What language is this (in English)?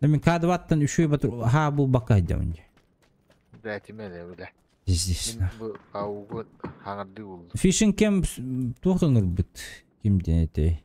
Yakut